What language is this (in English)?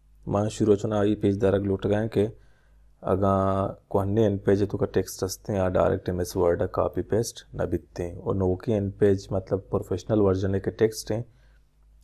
Baluchi